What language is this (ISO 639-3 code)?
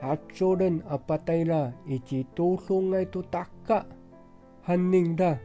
ami